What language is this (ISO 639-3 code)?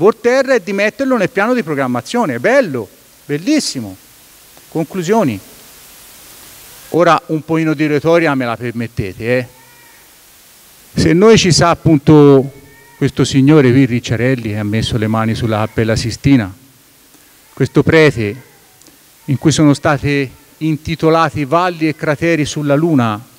ita